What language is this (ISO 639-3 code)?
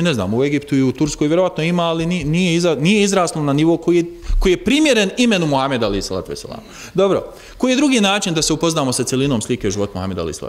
bos